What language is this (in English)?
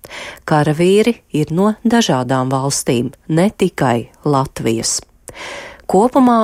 Latvian